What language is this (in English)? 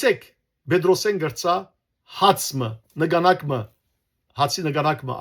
Western Armenian